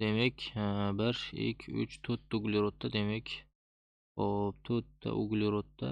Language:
Uzbek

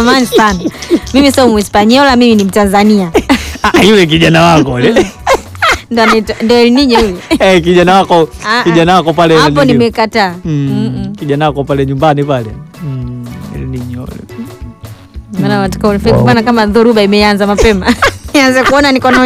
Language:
Swahili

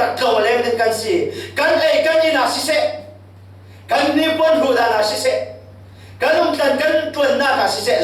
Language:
Falam Chin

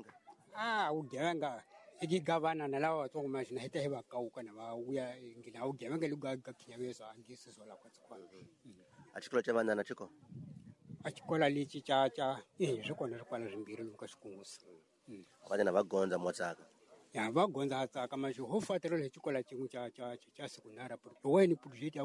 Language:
Tsonga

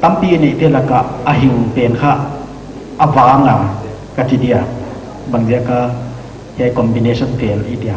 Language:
Paite Chin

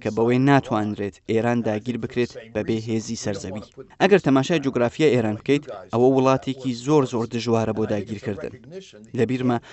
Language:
Central Kurdish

